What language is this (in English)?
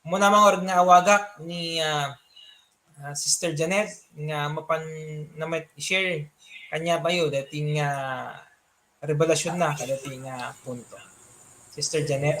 Iloko